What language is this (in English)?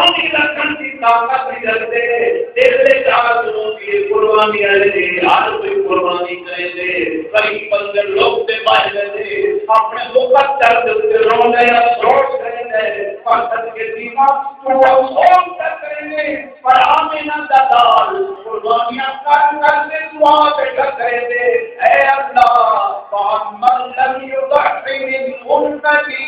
Saraiki